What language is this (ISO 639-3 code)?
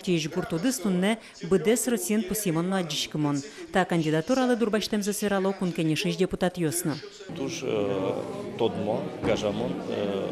udm